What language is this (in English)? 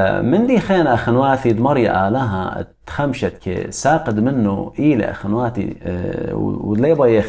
Assyrian Neo-Aramaic